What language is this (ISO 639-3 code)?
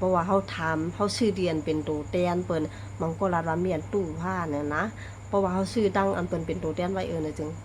shn